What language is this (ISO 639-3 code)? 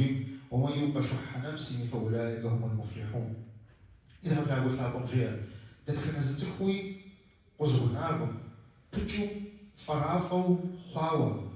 kbd